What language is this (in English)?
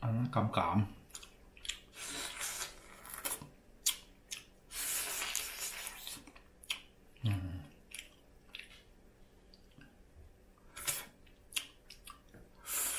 Vietnamese